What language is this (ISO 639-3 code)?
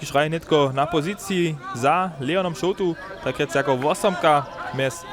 hsb